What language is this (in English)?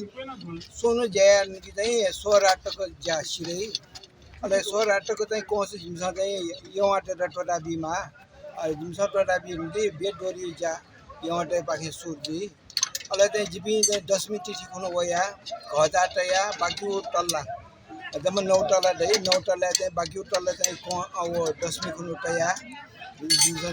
Newari